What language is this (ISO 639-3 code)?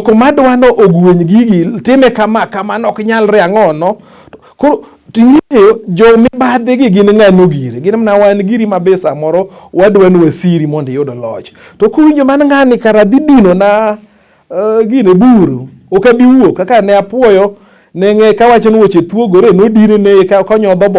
luo